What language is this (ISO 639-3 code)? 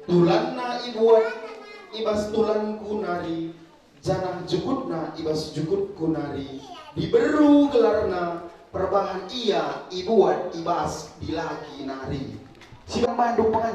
btx